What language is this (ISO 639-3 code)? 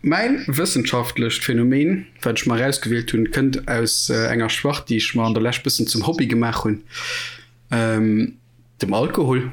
ltz